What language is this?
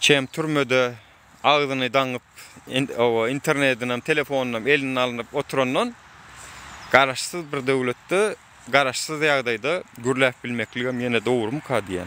Turkmen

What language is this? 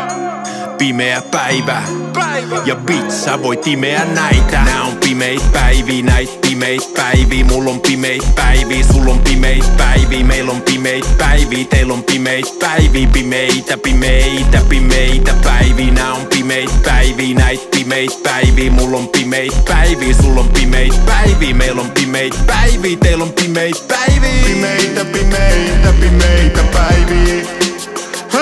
Finnish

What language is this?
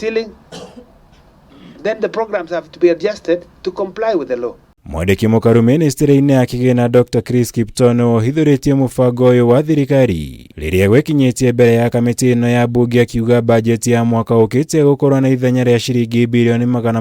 Kikuyu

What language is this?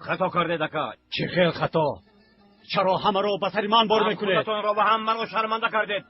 Tajik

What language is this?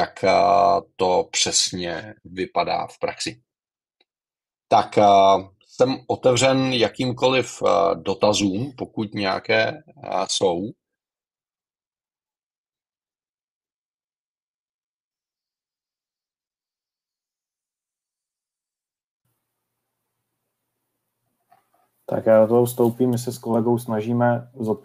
Czech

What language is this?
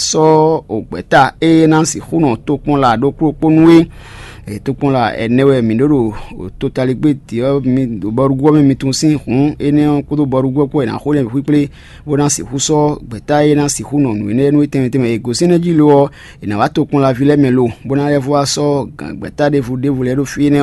Fon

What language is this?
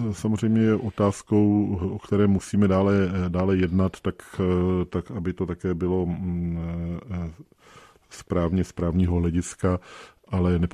Czech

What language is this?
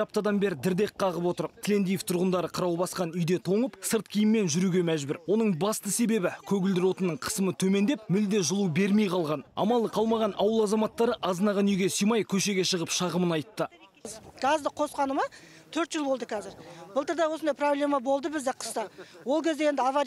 Kazakh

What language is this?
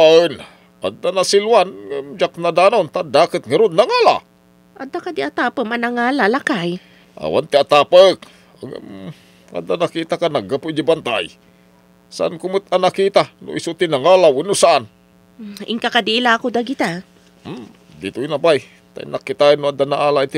Iloko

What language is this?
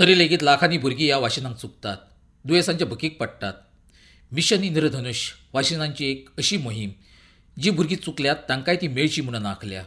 Konkani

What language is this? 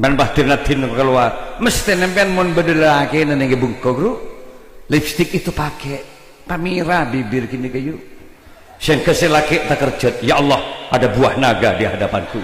Madurese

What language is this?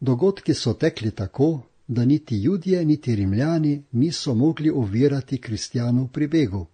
Slovenian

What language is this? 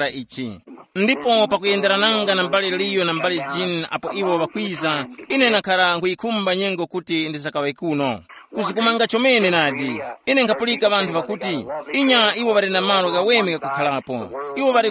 Tumbuka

